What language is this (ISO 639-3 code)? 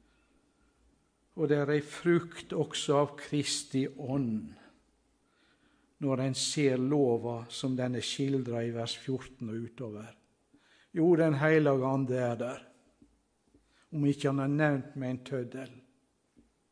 nor